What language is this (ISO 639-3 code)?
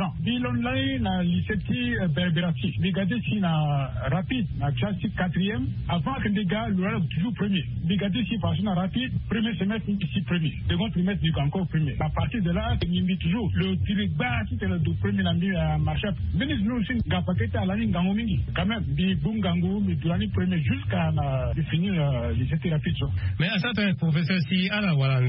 sag